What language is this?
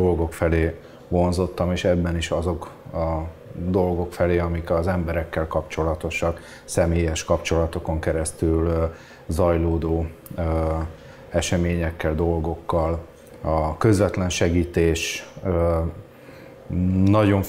Hungarian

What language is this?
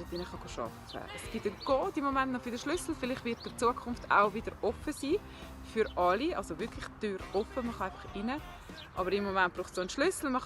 Swiss German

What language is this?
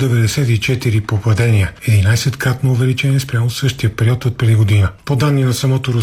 Bulgarian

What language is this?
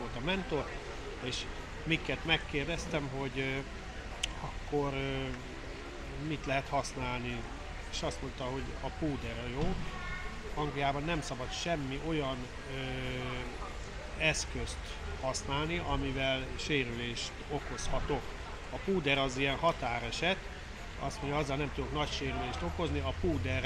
Hungarian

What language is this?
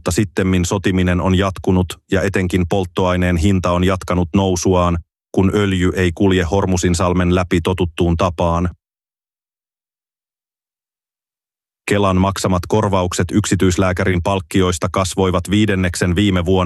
Finnish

